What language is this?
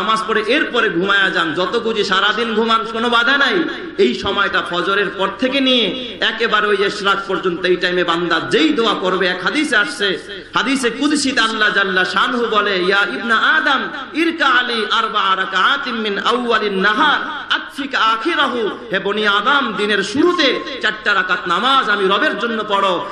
Bangla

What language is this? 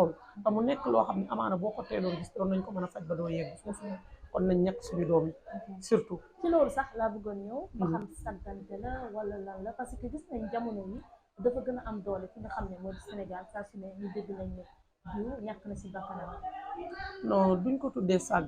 Wolof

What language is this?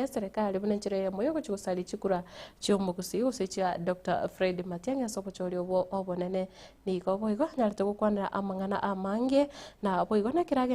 Gusii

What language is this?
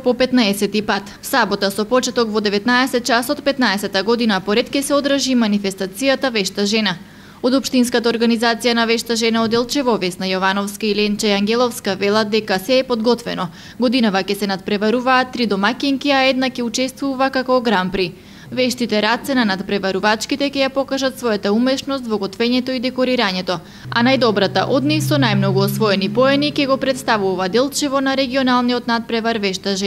Macedonian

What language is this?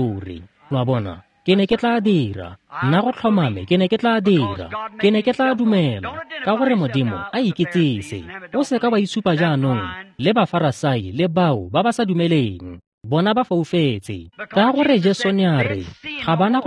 Tswana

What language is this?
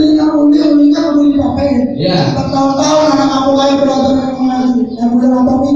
Betawi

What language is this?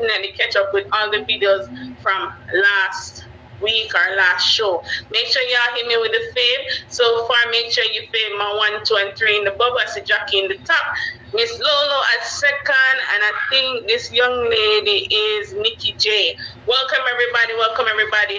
Jamaican Creole English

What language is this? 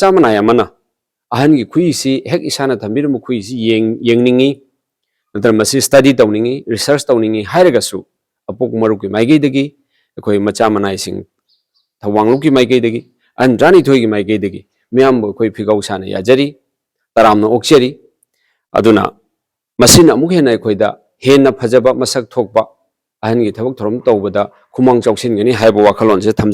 Manipuri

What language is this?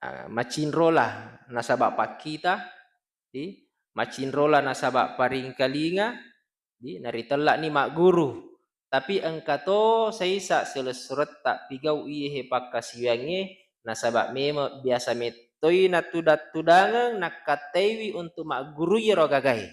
Buginese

